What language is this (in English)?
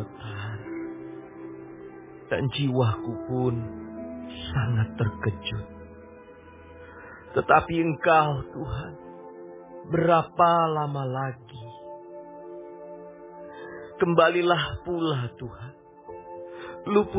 Indonesian